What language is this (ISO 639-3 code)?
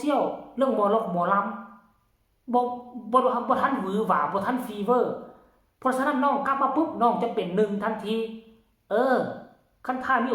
tts